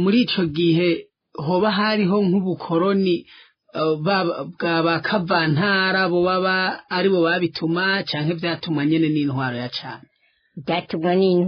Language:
Rundi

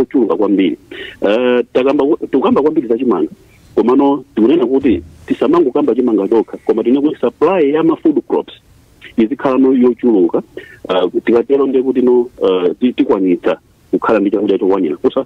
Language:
Nyanja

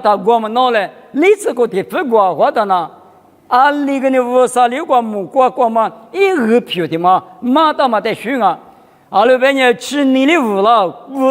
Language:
Lisu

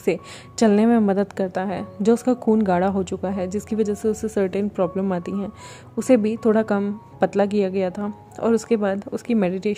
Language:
Hindi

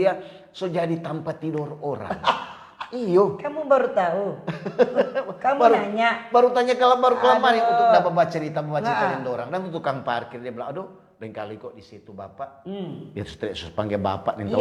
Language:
Manado Malay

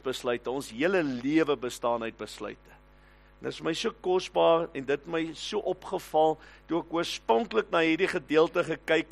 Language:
Afrikaans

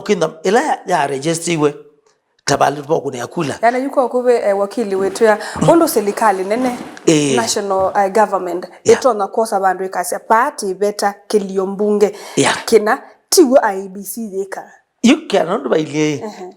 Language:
Kamba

